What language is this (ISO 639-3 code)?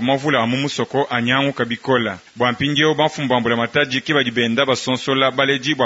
lua